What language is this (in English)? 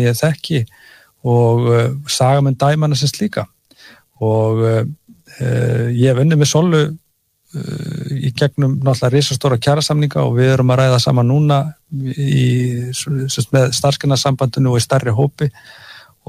Icelandic